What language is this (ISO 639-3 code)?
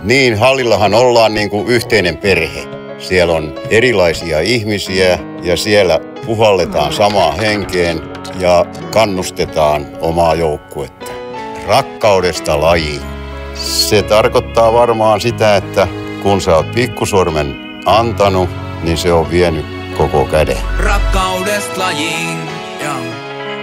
fin